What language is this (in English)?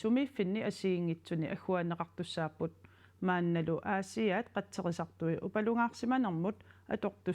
Kalaallisut